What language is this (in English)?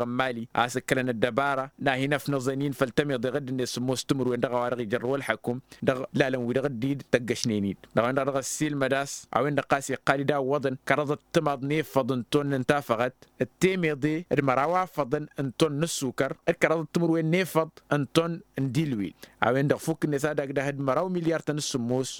Tamasheq